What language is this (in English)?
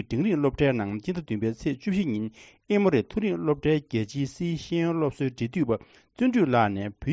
Tibetan